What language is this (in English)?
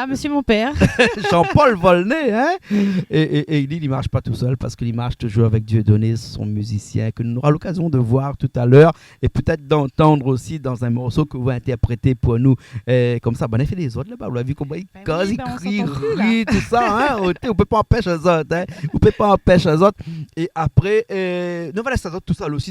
Réunion Creole French